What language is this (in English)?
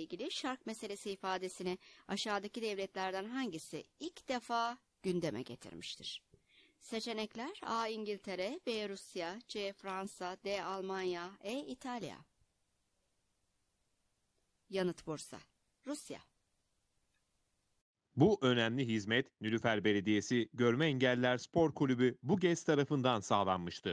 Turkish